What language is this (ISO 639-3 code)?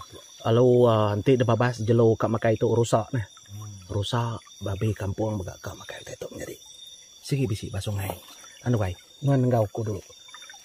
iba